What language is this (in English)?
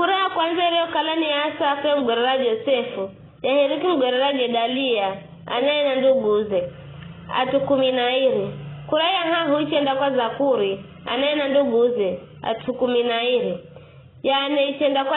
Giryama